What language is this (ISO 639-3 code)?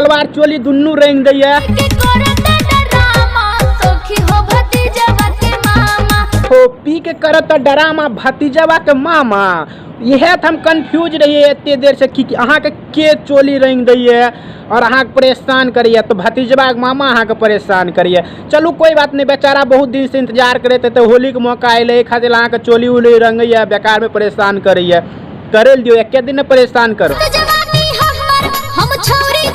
mai